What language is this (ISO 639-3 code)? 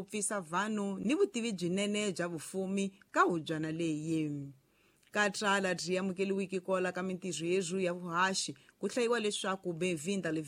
tso